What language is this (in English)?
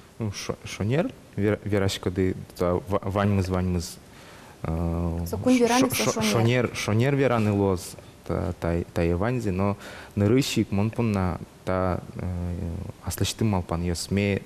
Udmurt